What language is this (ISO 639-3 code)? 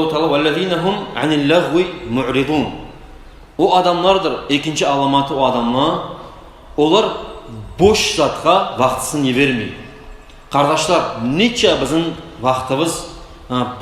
kum